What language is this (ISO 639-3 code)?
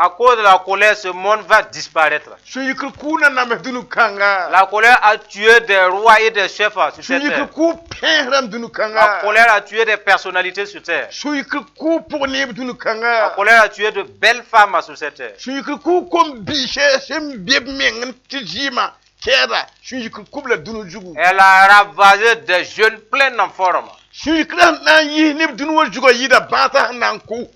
mos